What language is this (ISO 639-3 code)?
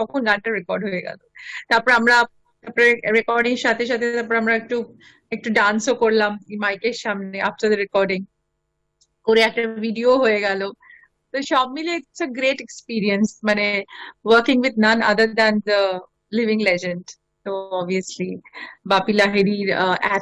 ben